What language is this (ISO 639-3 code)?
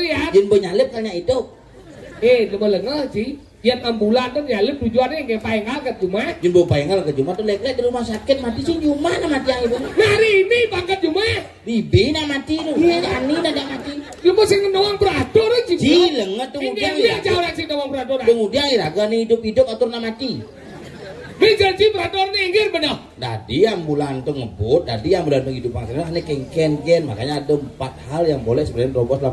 ban